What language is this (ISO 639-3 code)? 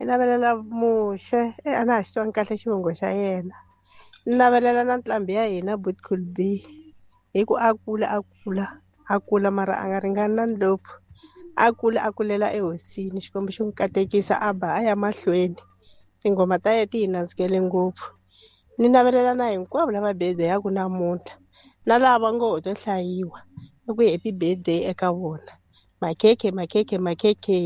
tso